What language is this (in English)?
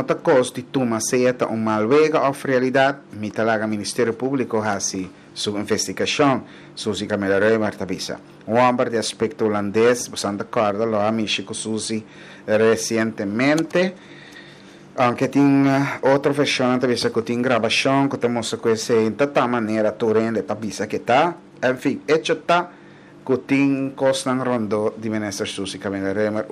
Papiamento